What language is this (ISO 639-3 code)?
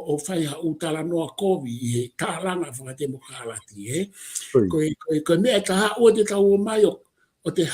ton